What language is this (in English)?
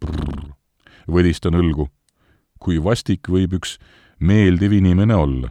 Estonian